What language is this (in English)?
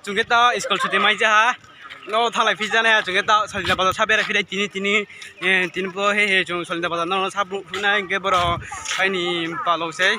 Riang (India)